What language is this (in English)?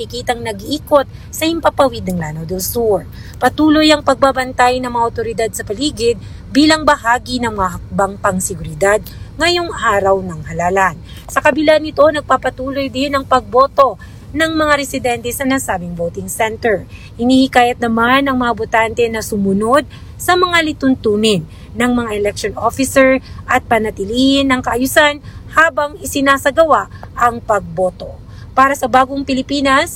Filipino